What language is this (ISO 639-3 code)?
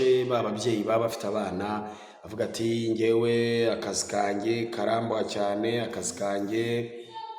kin